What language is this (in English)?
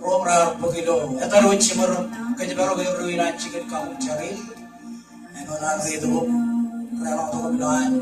Marshallese